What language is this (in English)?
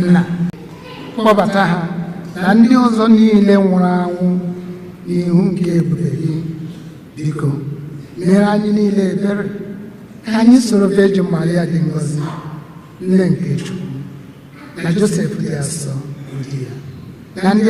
Igbo